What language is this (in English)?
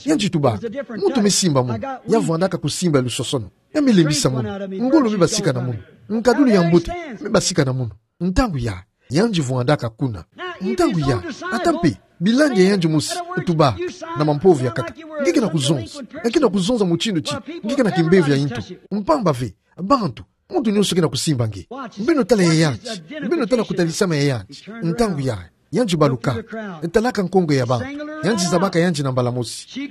Kituba (Democratic Republic of Congo)